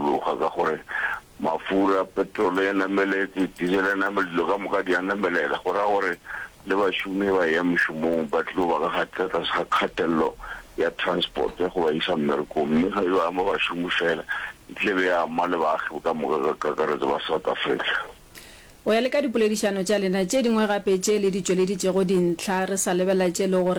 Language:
Northern Sotho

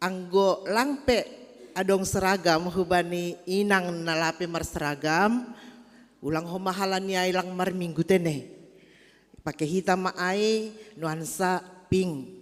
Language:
Batak Simalungun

